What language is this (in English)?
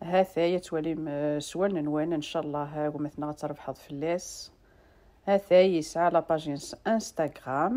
Kabyle